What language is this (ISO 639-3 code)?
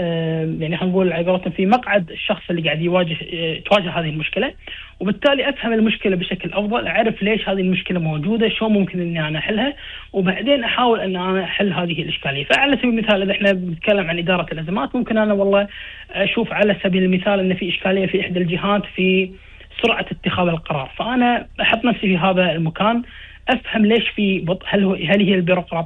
afb